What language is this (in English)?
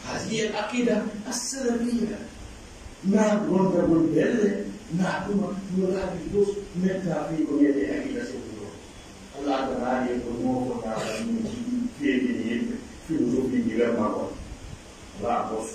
Pular